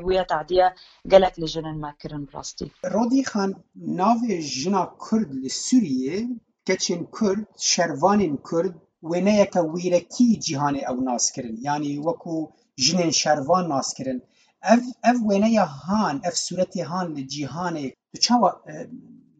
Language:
Kurdish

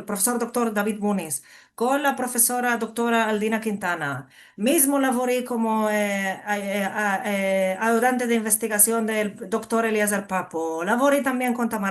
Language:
Ladino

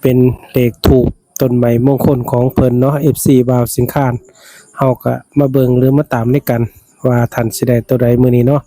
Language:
Northeastern Thai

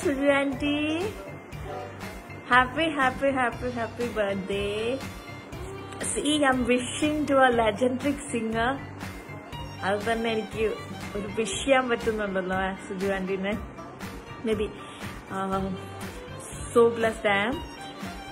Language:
Malayalam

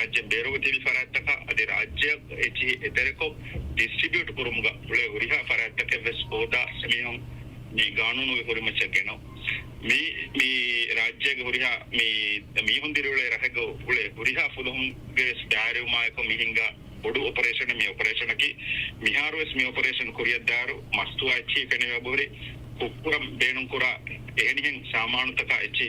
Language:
Divehi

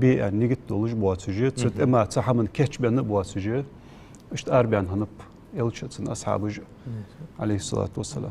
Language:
Ingush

